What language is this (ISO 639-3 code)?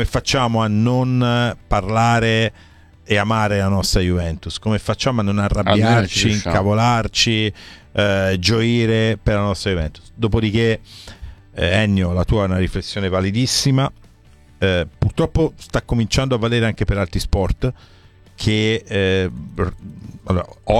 ita